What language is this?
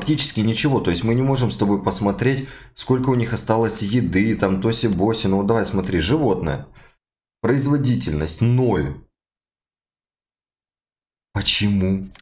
Russian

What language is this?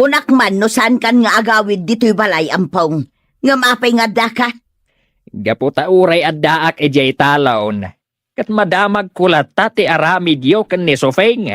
Iloko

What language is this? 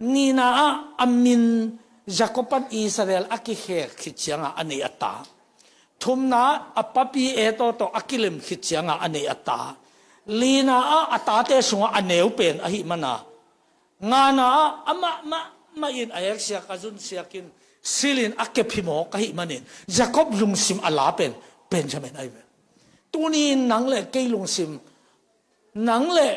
Tedim Chin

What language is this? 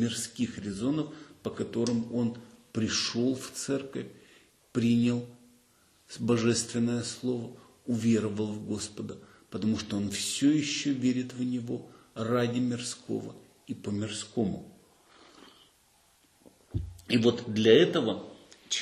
Russian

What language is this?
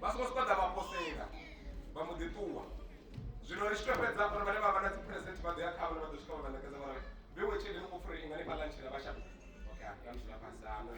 Venda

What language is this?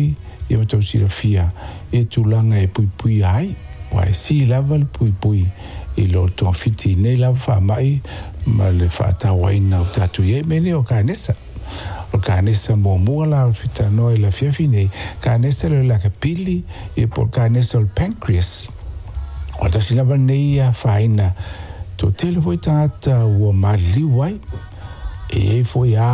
Samoan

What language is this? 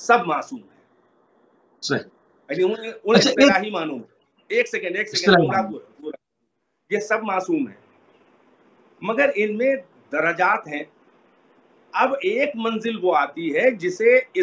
Urdu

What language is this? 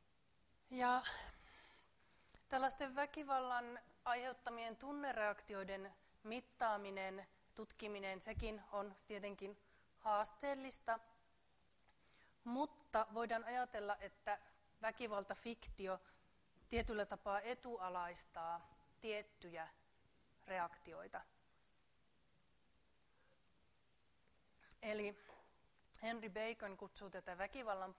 Finnish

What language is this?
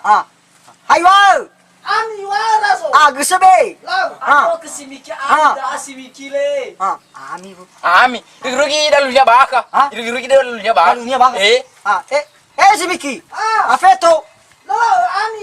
Nias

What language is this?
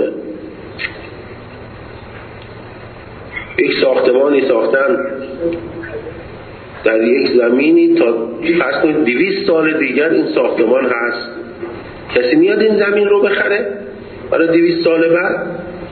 Persian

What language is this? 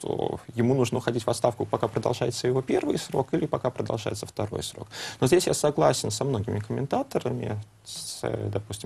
Russian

